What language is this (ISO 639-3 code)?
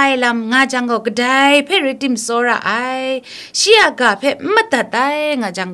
kac